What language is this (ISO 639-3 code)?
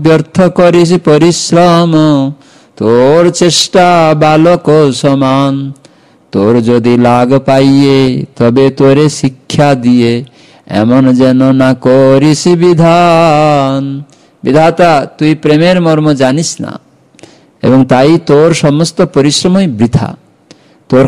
ben